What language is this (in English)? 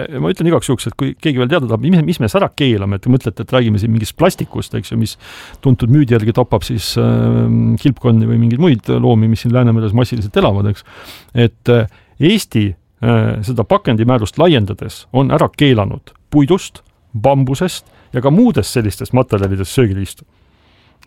Estonian